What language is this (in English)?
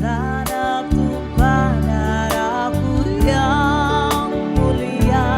Manado Malay